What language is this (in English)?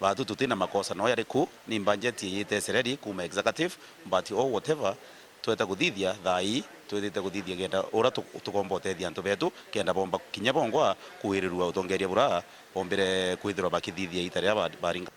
Meru